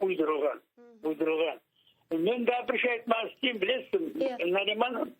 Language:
Crimean Tatar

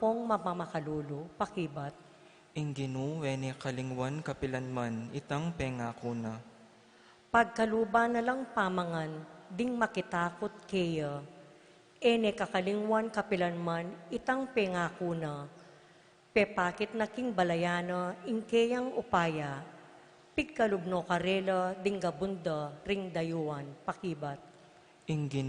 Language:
Pampanga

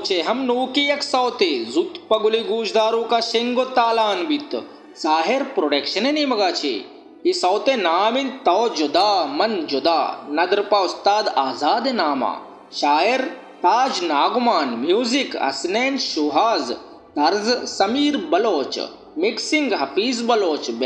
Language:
Baluchi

